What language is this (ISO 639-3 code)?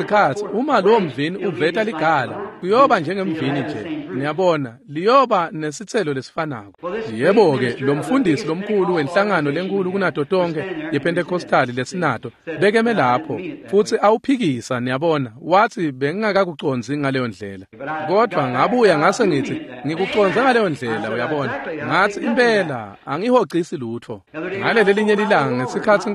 ssw